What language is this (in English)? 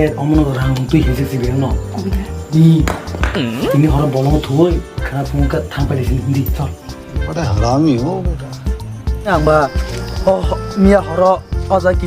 Kok Borok